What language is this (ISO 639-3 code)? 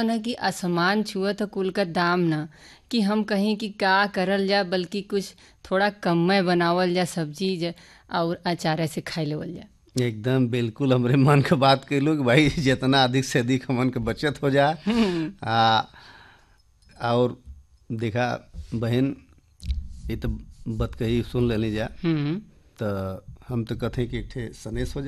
bho